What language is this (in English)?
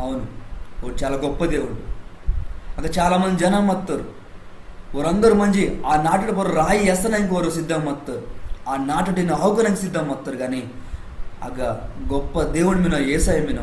Koya